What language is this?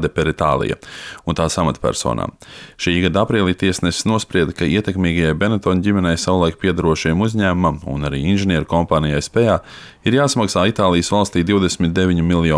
Latvian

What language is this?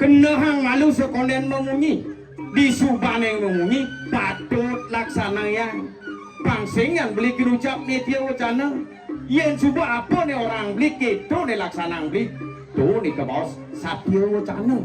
Balinese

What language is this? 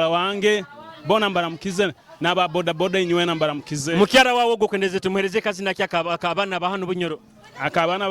Nyoro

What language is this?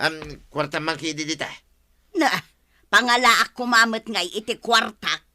Iloko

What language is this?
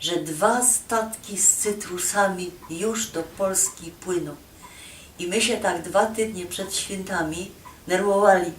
Silesian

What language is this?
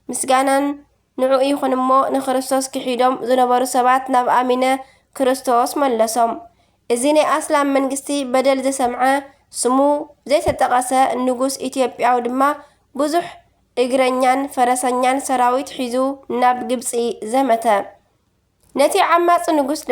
Tigrinya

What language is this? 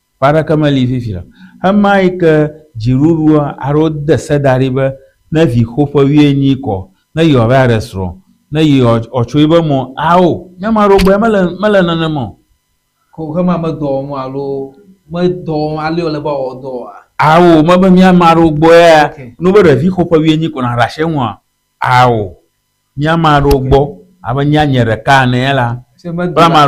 Ewe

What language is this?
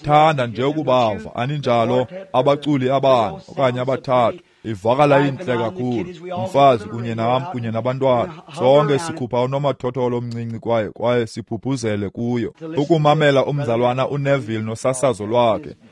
Xhosa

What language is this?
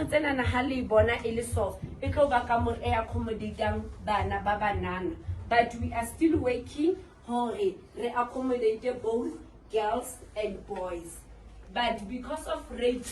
Southern Sotho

